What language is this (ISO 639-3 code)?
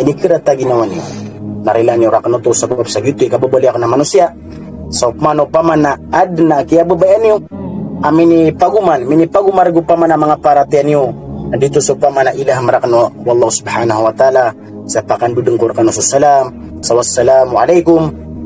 mrw